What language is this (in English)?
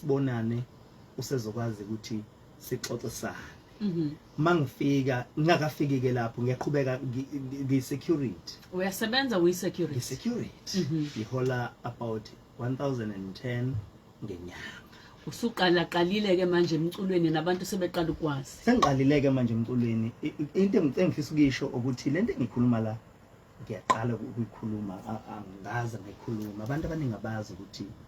Zulu